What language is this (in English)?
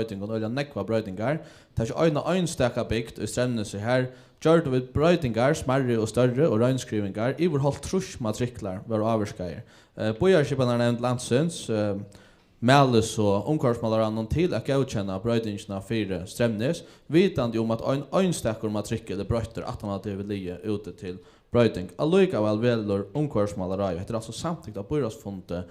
Faroese